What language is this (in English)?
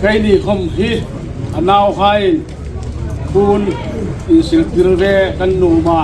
Hmar